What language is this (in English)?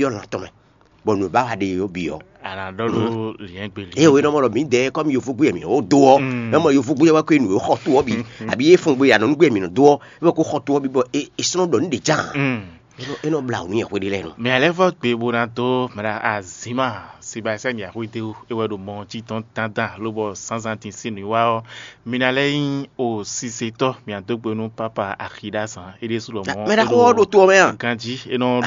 Fon